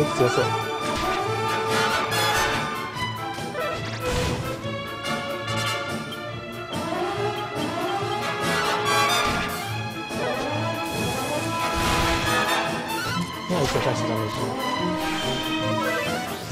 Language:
Japanese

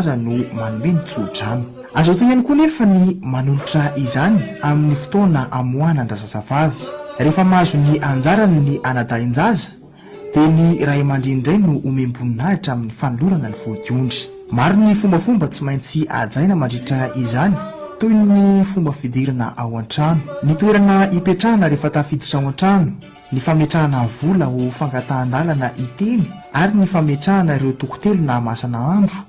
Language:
Malagasy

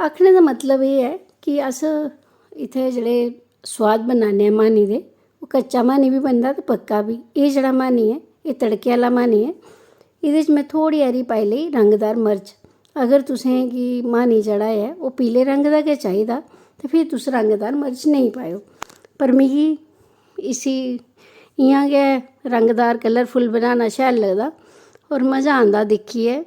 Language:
Dogri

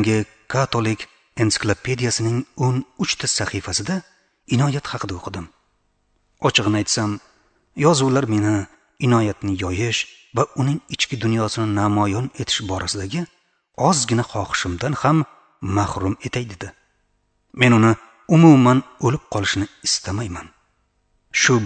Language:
Uzbek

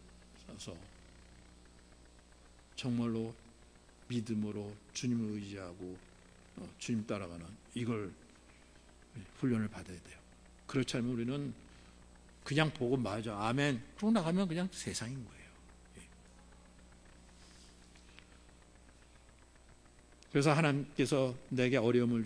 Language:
Korean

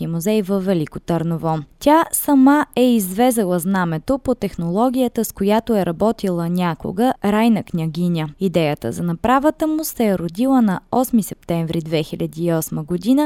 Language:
Bulgarian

